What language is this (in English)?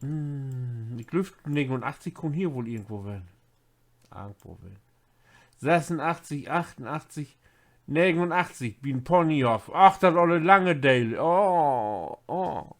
Low German